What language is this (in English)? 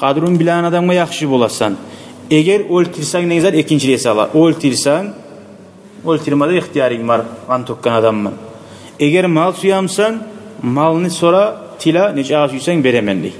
Kumyk